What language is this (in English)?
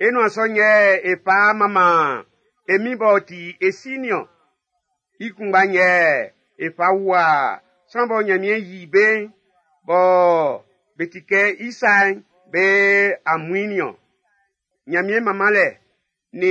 Baoulé